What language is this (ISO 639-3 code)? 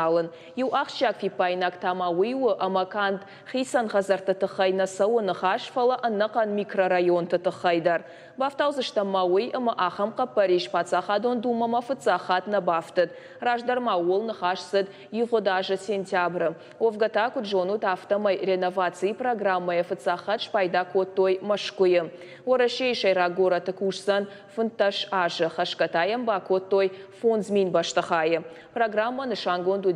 oss